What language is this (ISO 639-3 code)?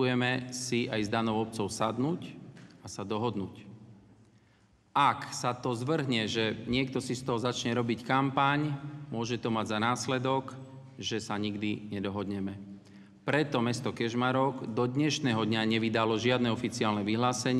slk